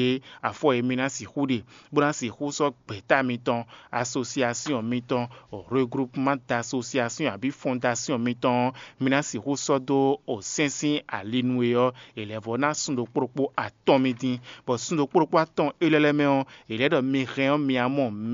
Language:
Fon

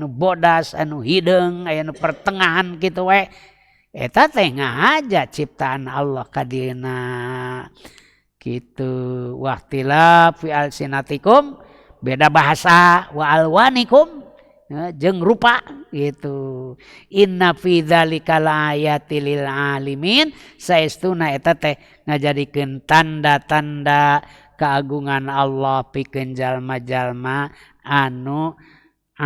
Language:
Sundanese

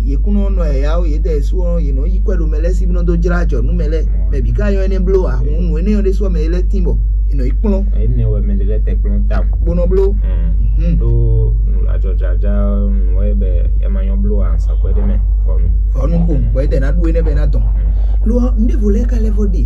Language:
Fon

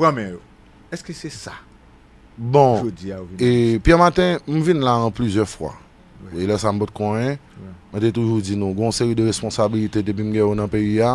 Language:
Haitian Creole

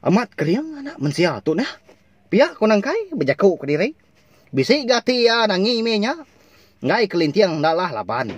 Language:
Iban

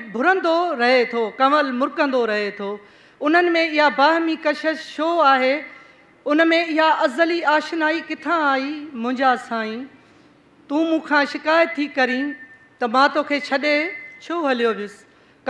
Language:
Sindhi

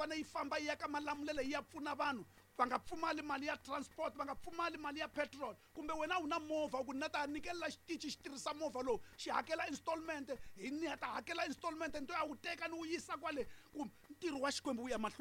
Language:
Tsonga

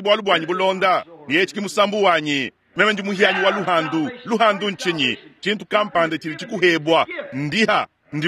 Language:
Luba-Lulua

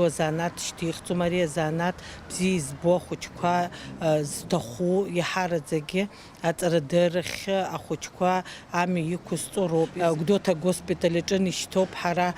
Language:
Abkhazian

